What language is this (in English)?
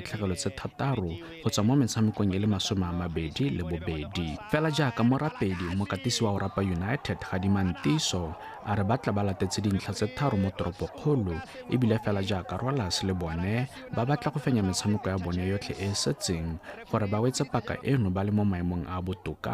Tswana